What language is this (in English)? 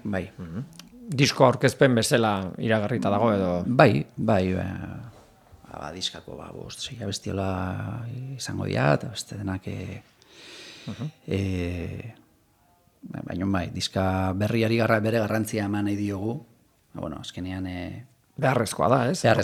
Basque